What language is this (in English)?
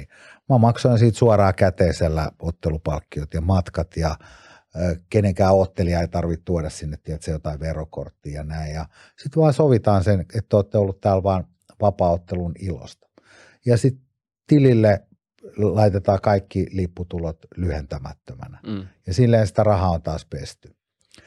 Finnish